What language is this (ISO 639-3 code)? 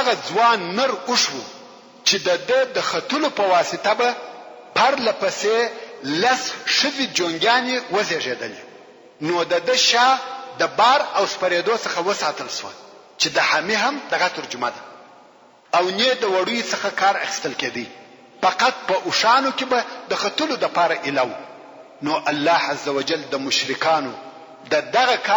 pus